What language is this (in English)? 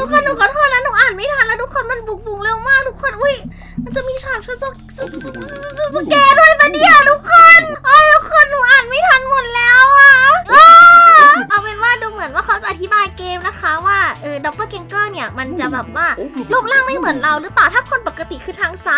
Thai